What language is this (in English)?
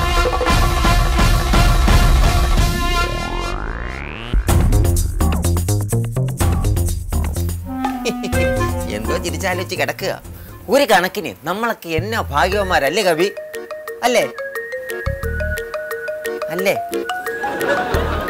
Malayalam